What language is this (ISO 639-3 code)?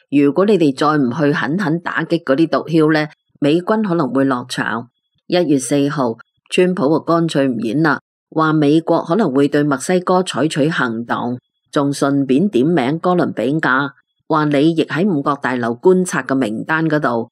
yue